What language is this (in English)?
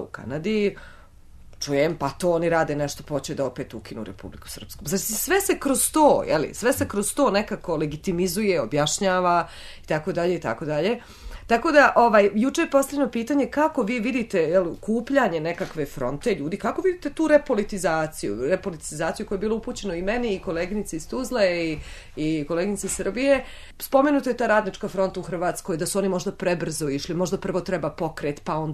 Bosnian